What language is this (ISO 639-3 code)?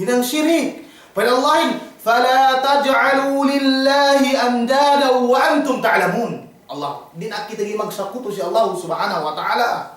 yka